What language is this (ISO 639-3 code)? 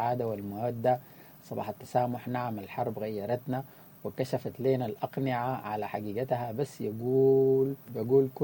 apd